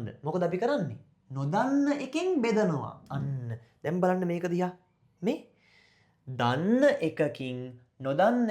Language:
Sinhala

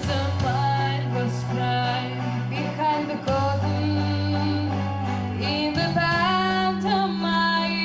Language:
Ossetic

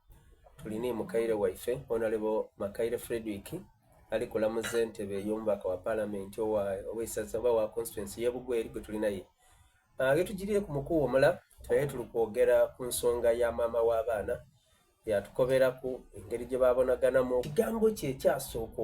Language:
Soga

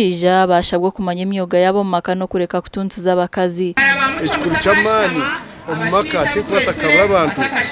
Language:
Nyankole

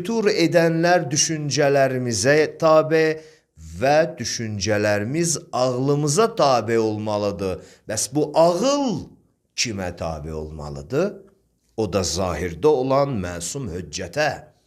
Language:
Azerbaijani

